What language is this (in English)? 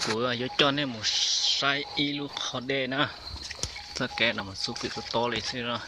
Hmong